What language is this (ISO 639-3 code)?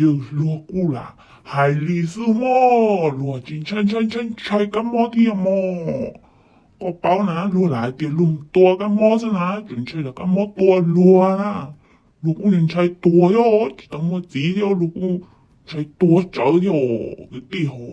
hmn